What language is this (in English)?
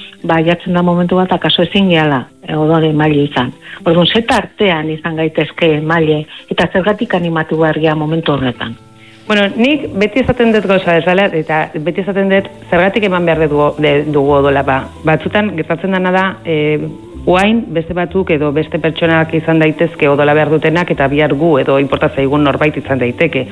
Basque